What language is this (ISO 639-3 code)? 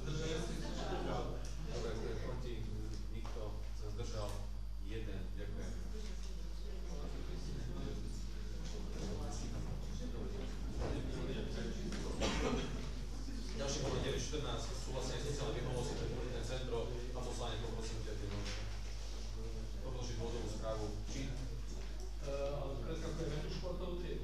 slk